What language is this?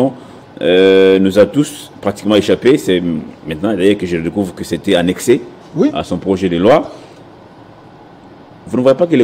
French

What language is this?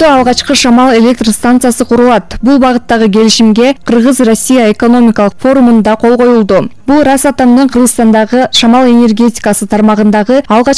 Kyrgyz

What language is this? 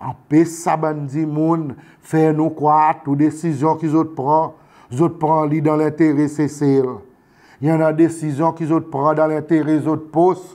Seselwa Creole French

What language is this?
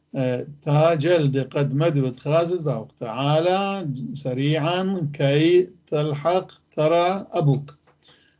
North Levantine Arabic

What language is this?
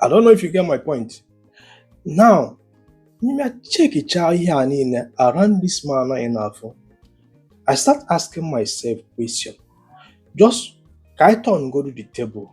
Igbo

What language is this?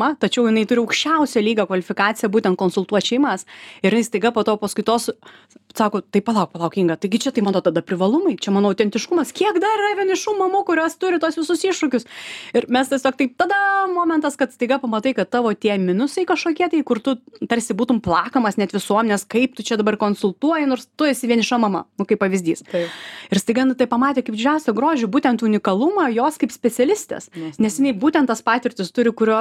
Lithuanian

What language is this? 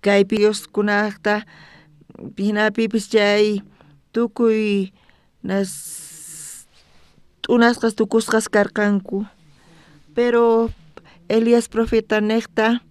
South Bolivian Quechua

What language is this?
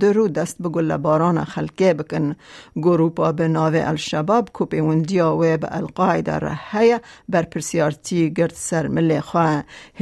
Kurdish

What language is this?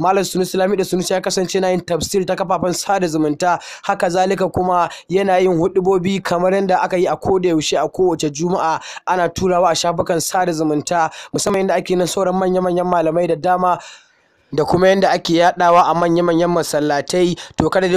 Hausa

